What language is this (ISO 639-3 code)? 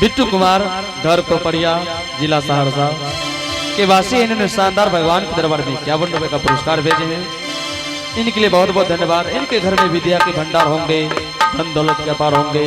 anp